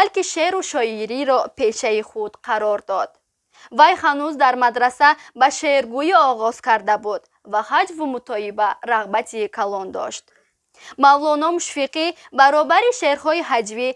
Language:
Tajik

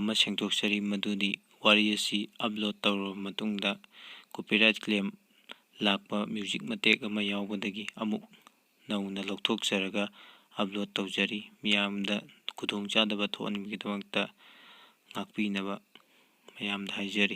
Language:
Manipuri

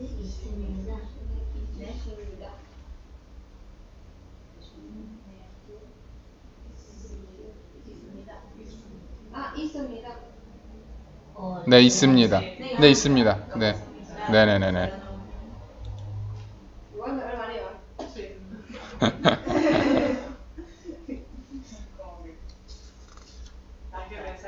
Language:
Korean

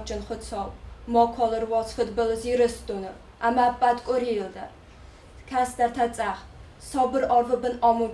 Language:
Ossetic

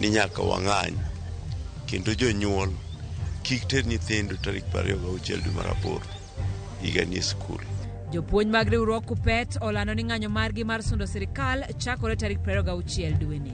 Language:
Luo (Kenya and Tanzania)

